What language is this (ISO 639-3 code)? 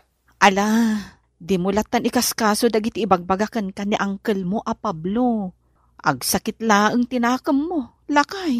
ilo